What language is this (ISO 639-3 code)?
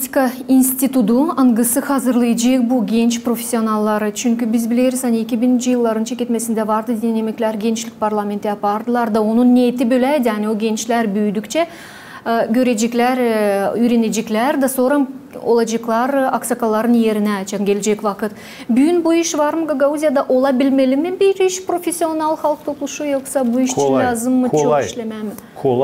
gag